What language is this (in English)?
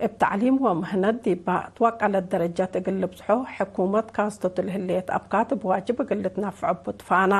Tigre